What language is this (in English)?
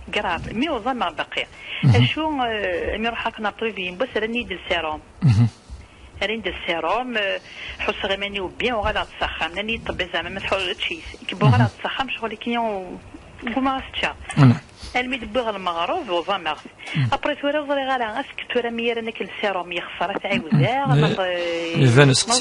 Kabyle